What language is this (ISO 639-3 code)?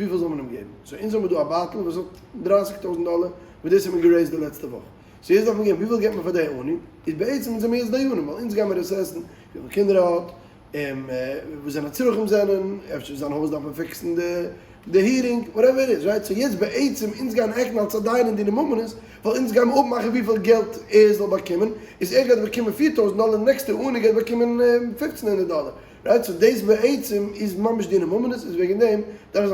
yid